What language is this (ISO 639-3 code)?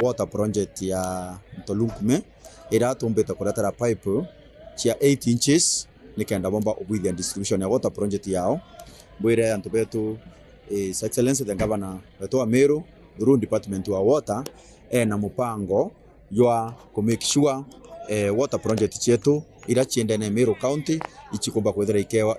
mer